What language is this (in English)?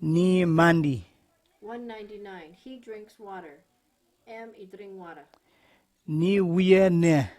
Kamasau